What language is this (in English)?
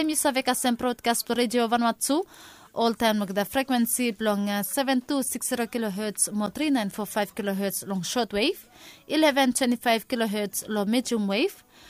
Bislama